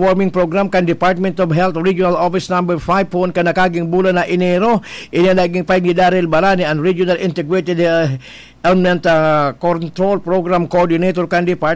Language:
Bikol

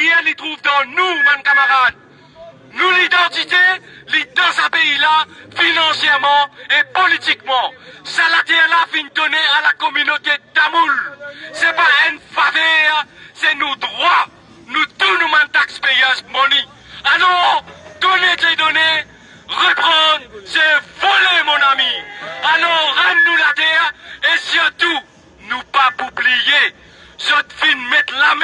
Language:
Morisyen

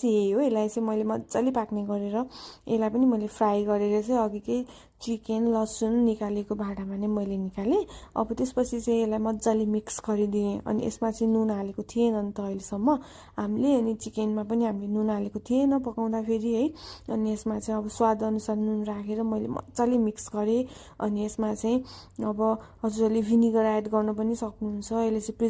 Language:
Nepali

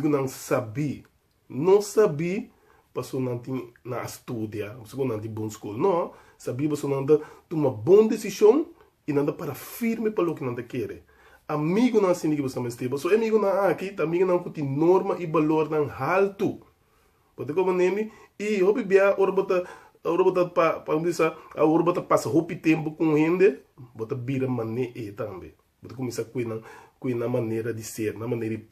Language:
Papiamento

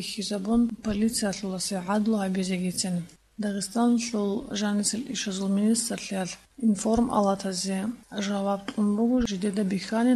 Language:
Avaric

